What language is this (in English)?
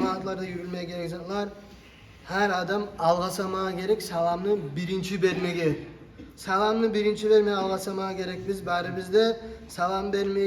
Kumyk